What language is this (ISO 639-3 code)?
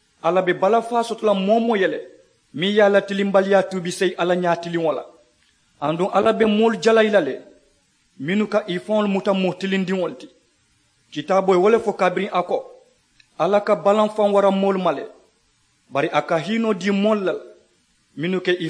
man